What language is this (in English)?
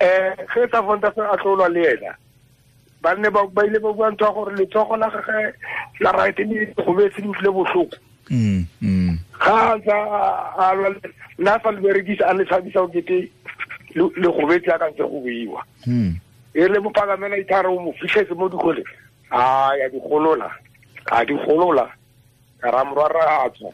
Tswana